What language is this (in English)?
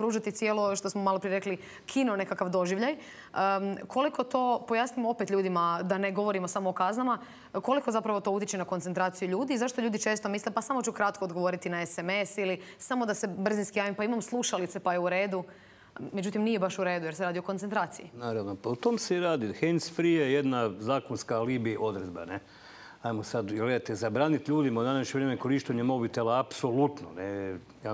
Croatian